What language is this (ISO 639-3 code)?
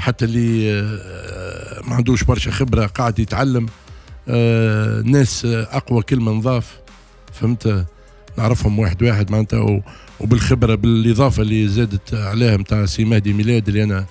aeb